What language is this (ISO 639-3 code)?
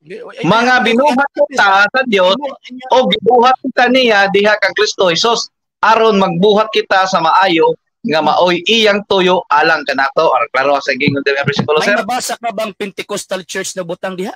ceb